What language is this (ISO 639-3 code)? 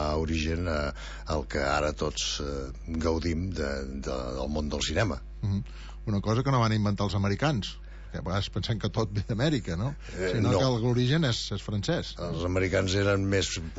cat